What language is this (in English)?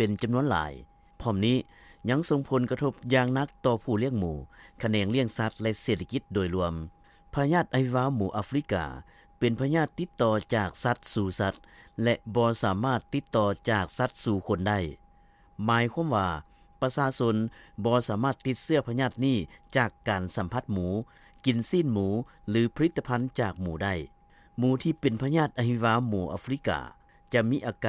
Lao